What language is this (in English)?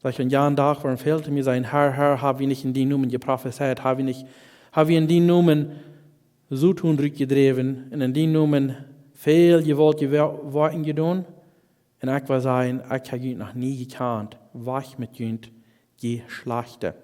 Plautdietsch